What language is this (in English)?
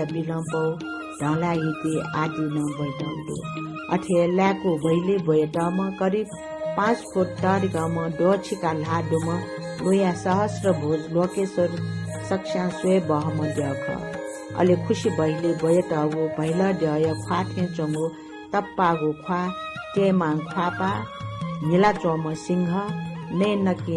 Newari